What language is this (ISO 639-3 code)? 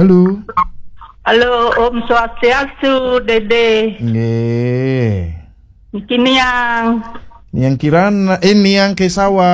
ban